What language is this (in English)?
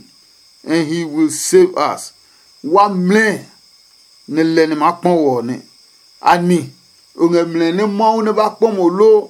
Adangme